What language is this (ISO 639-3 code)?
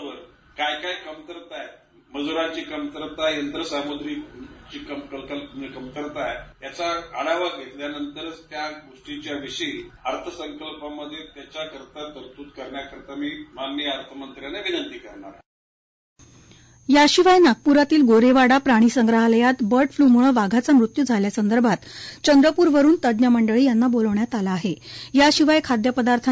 mar